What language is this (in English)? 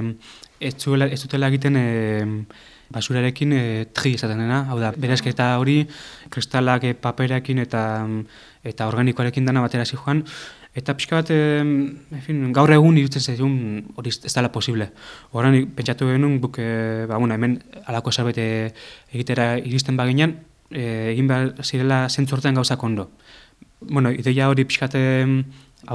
Basque